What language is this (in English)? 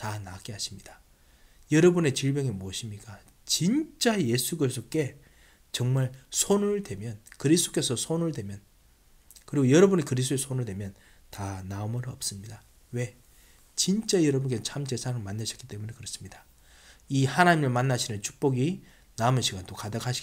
Korean